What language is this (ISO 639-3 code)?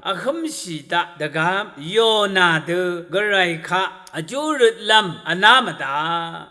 raw